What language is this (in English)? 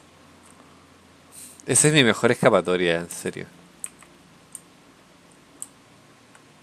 Spanish